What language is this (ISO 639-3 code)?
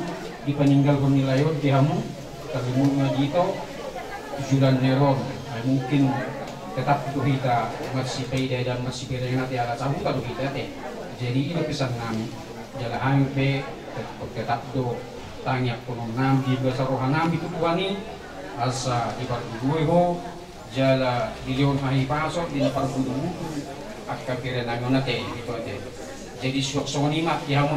bbc